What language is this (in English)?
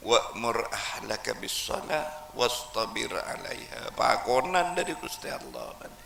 Madurese